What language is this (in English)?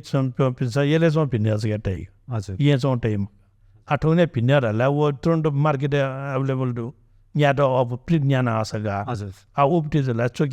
Newari